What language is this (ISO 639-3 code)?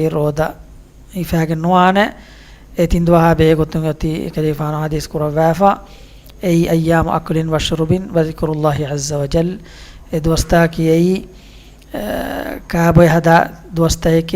div